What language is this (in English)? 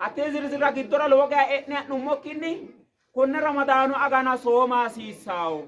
Sidamo